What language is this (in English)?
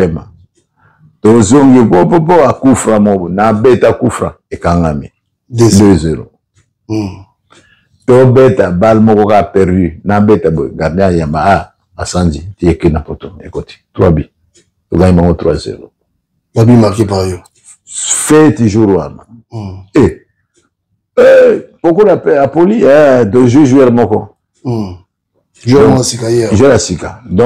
Lingala